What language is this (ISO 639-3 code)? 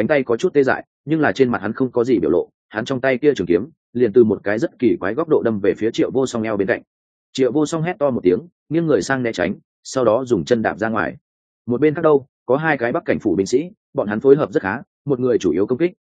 vie